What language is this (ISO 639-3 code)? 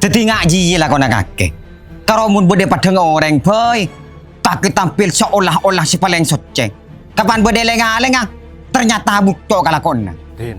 mad